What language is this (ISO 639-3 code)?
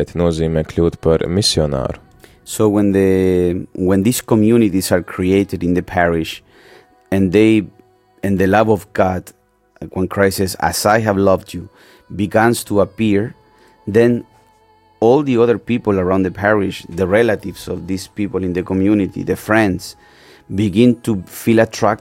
lav